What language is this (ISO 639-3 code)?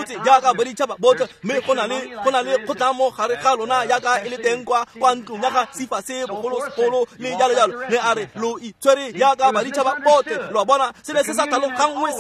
tsn